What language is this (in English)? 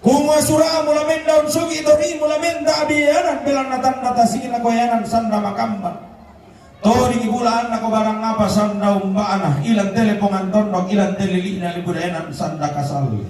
Toraja-Sa'dan